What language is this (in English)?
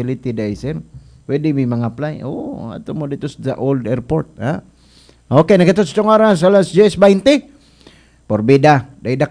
Cebuano